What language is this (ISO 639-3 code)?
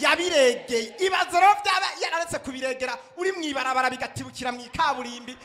run